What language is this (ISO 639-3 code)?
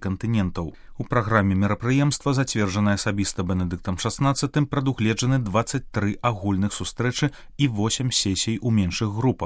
bel